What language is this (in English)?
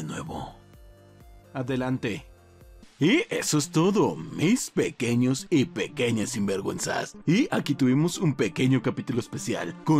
Spanish